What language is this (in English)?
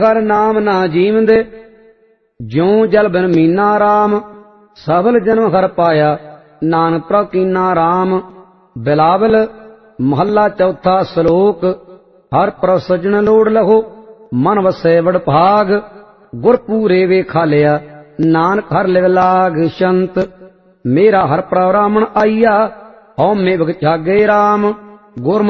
Punjabi